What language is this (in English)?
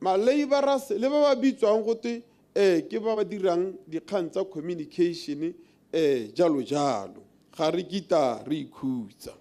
Tswana